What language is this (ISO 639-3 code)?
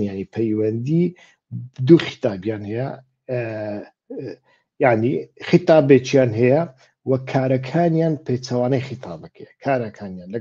ckb